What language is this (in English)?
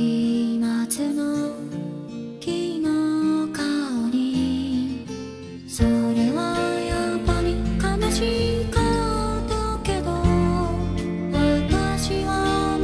Japanese